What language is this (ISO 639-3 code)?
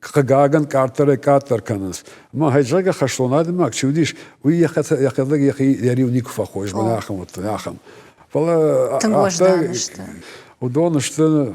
oss